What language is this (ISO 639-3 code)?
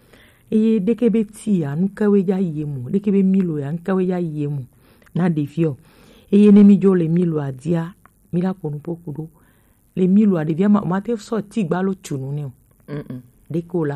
gej